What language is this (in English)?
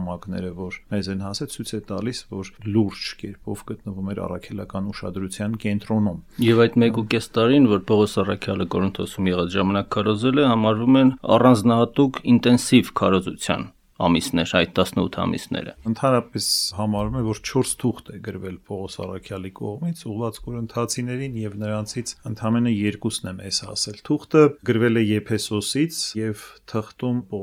Armenian